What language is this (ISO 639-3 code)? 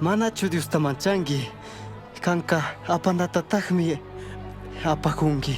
qug